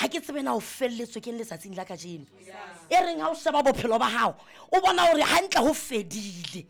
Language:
Southern Sotho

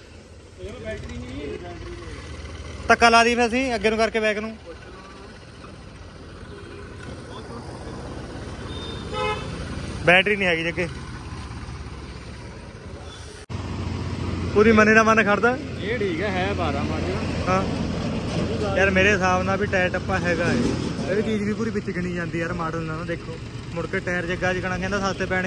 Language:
Punjabi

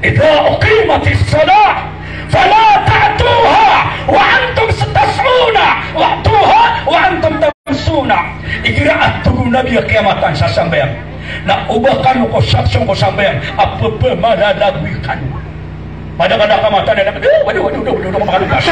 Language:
Maranao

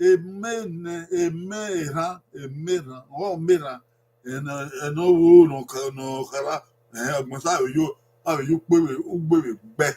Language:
Bini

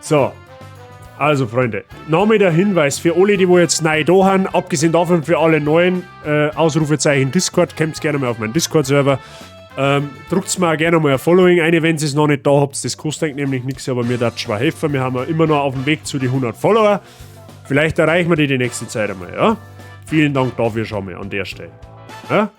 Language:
Bavarian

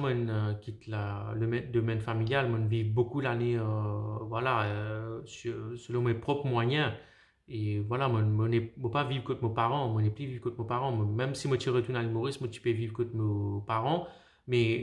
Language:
Morisyen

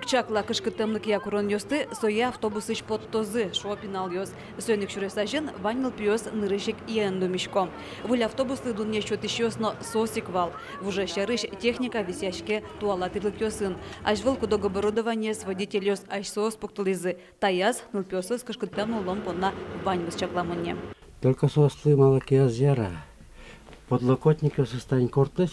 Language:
Udmurt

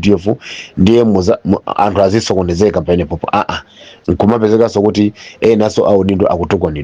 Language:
Nyanja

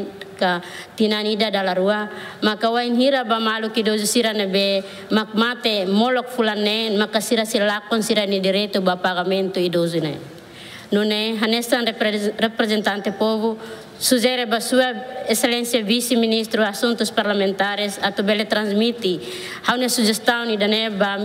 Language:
Tetum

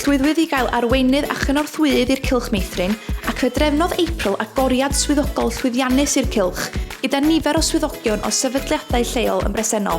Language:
Welsh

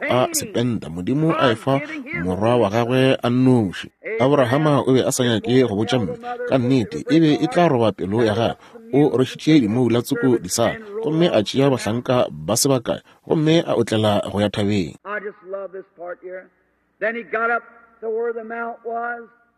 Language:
Northern Sotho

